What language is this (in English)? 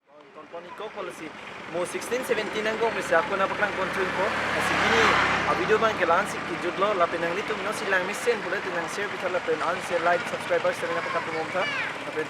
Karbi